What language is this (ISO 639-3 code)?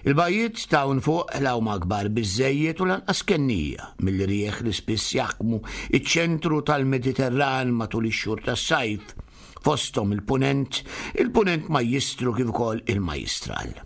mlt